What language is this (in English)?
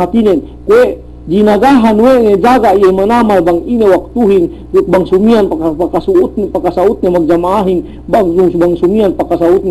Yakan